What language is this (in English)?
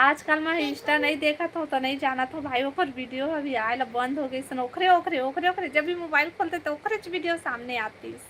Chhattisgarhi